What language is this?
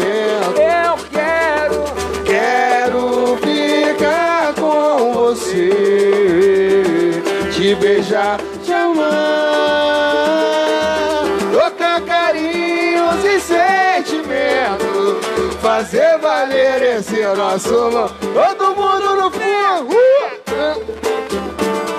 Portuguese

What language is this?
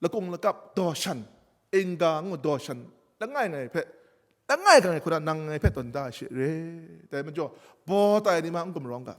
Kachin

